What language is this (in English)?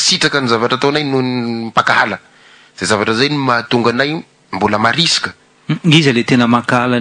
Malagasy